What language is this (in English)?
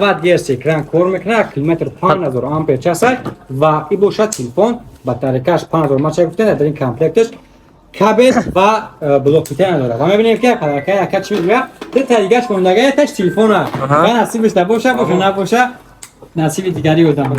Tajik